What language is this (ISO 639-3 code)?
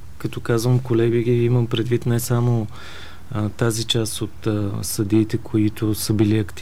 bul